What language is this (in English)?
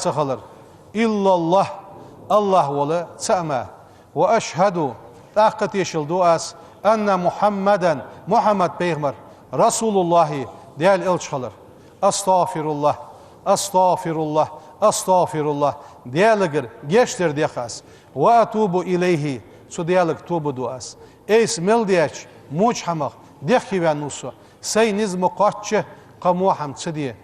Ingush